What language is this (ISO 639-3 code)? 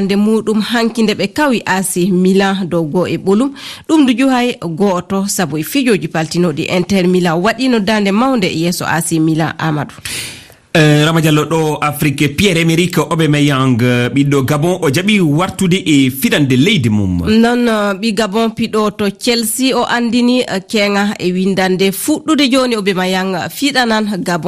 ful